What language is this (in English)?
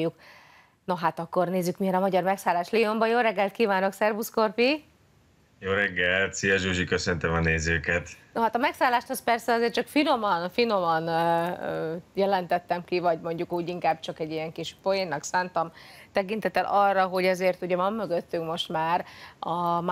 Hungarian